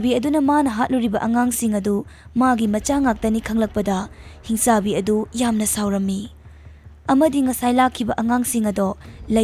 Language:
Manipuri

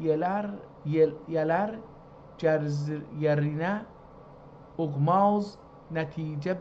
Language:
South Azerbaijani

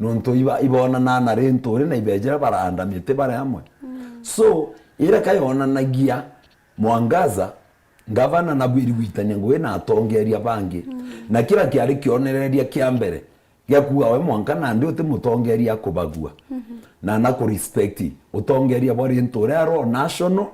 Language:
Meru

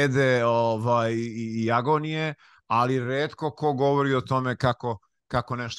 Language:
Serbian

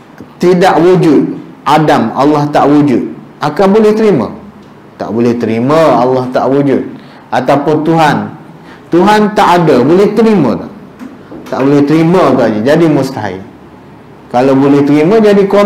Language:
Malay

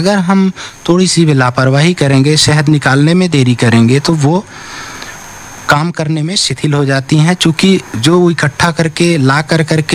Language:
Hindi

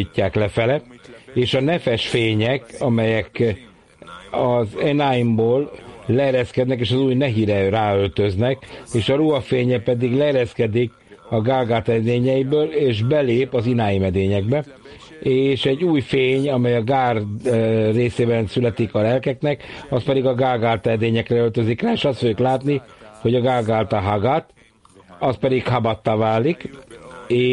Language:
Hungarian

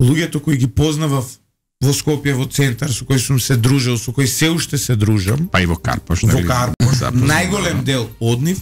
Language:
Macedonian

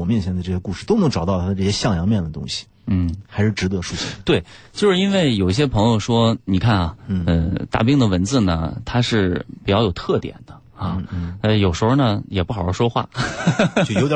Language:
Chinese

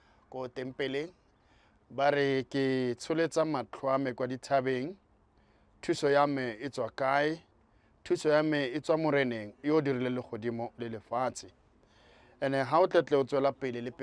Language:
Tswana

